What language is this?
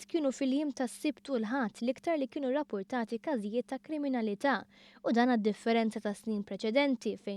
Maltese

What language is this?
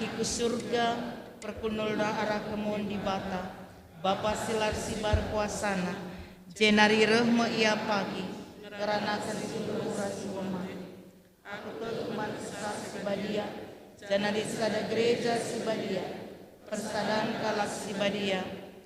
Batak Karo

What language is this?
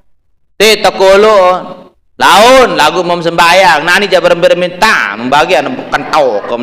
Sasak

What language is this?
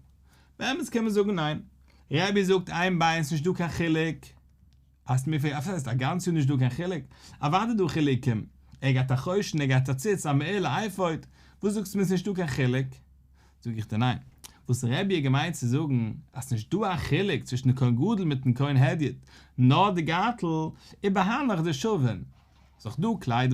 Yiddish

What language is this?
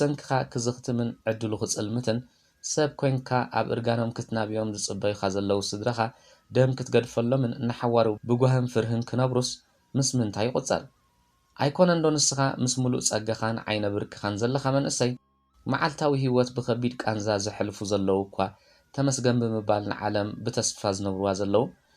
Tigrinya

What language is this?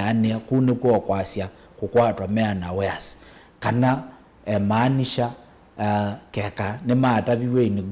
Kamba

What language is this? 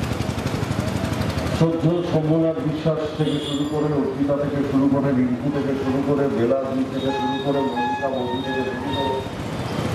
Bangla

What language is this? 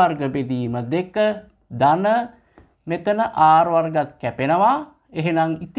Sinhala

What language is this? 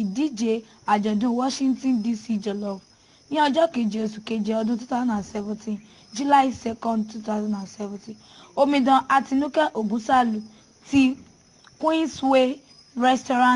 Yoruba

